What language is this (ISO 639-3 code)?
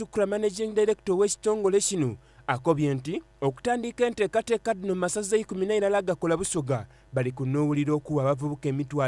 xog